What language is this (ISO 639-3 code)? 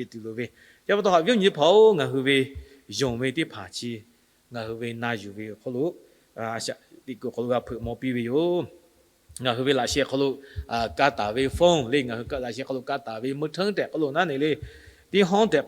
lhu